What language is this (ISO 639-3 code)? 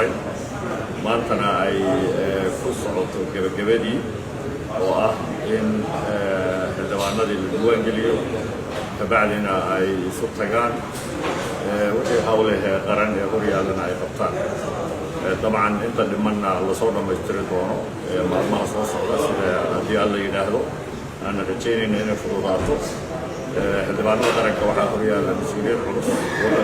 som